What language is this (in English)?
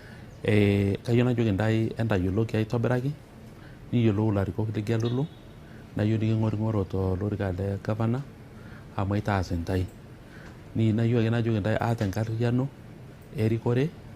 Masai